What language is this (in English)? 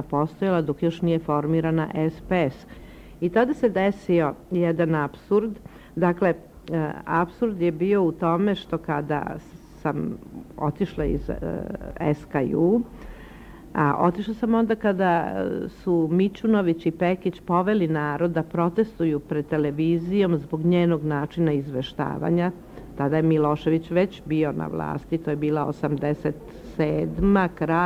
Serbian